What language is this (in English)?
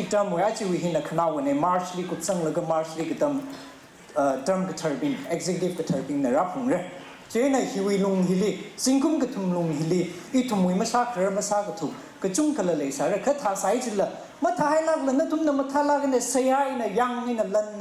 Tangkhul Naga (India)